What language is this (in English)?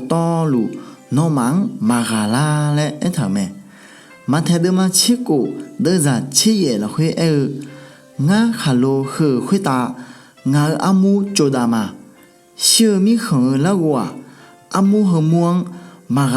Akha